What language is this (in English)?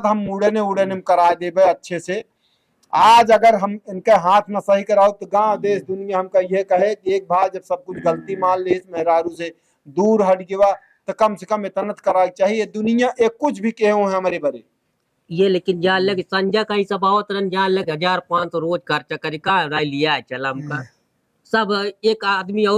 Awadhi